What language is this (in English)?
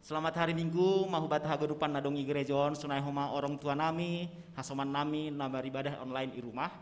Batak Simalungun